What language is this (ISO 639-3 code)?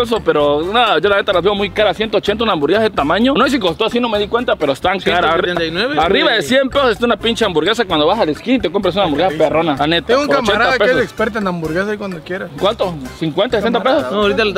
spa